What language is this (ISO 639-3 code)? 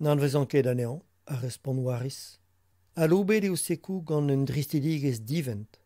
bre